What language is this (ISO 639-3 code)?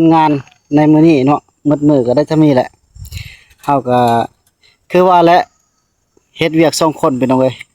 tts